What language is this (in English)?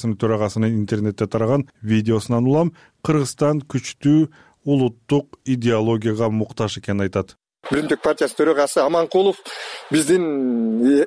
Kyrgyz